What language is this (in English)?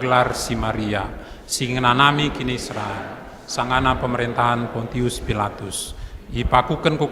Batak Karo